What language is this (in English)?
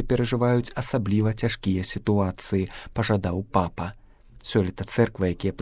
Belarusian